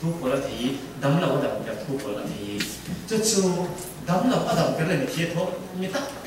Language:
Falam Chin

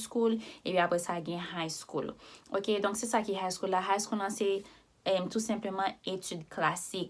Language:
Haitian Creole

